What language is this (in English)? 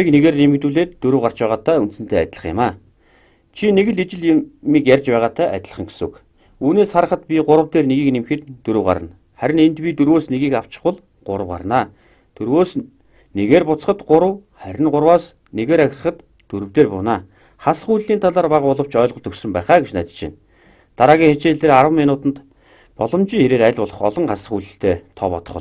Mongolian